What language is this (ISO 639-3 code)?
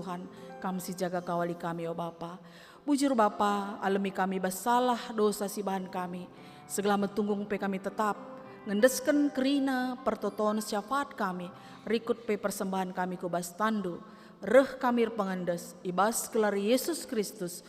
btx